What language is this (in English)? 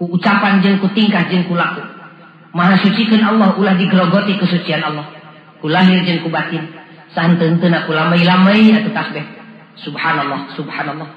Sundanese